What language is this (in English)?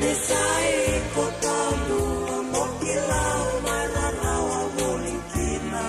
Fijian